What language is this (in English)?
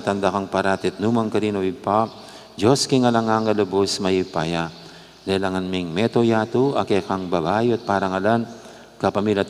Pampanga